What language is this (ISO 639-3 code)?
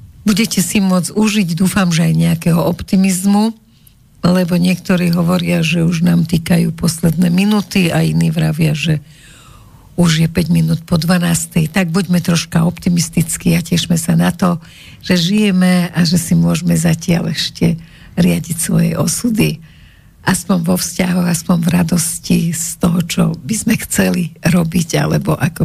slk